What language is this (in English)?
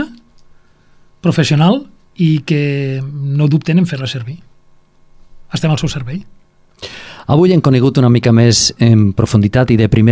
Catalan